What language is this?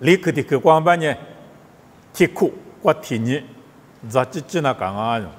Lisu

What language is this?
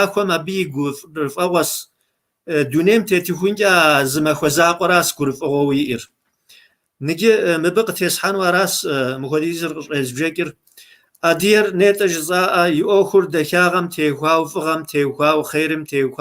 Kabardian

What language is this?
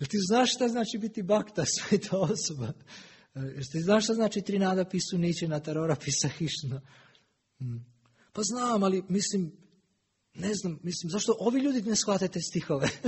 Serbian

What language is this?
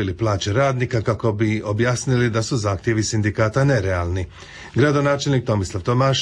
Croatian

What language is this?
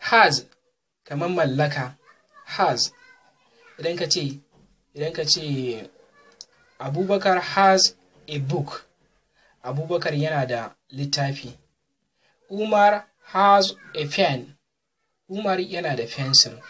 Hausa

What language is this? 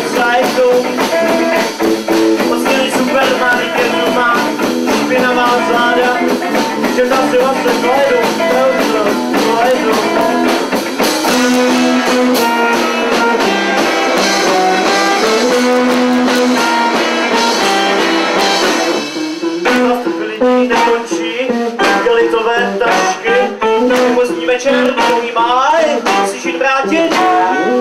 Czech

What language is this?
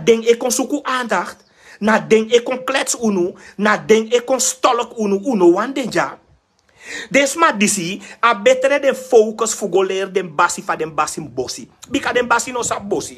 Sranan Tongo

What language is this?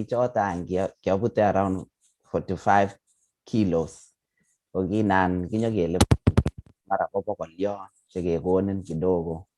Kalenjin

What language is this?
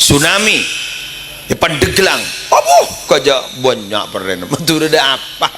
Madurese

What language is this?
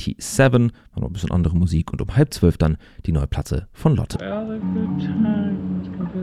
German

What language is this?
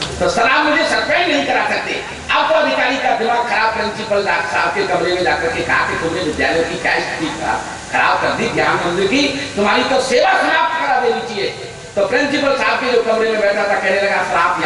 Hindi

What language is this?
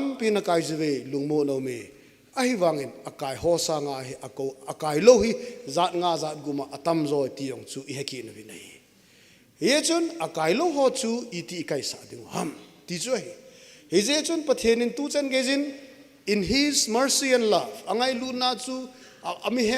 Thado Chin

